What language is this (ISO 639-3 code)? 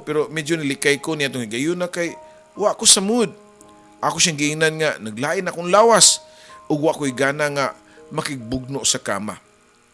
ceb